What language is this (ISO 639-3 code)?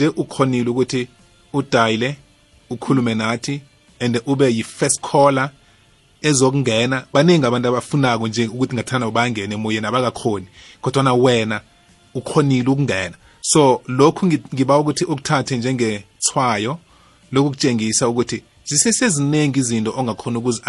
nbl